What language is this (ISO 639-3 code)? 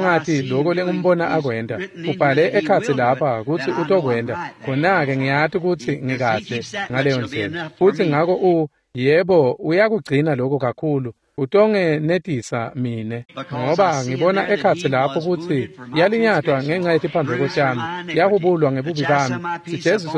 ssw